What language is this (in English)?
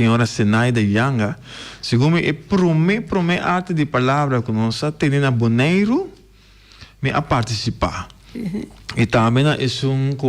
Papiamento